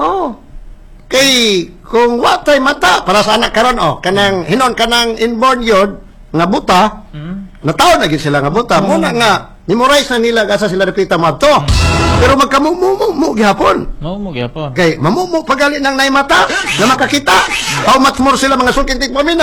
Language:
Cebuano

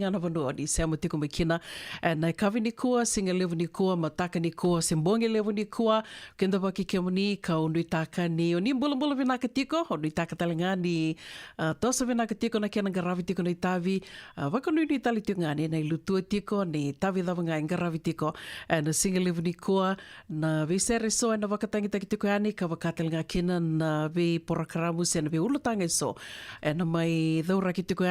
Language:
Fijian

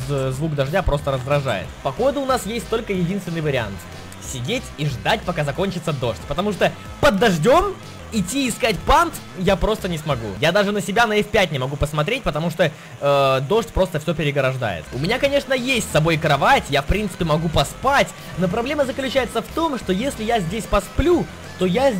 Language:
Russian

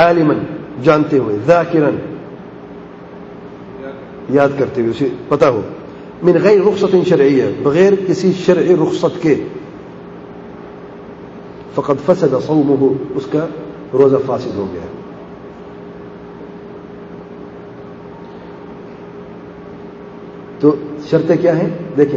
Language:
Urdu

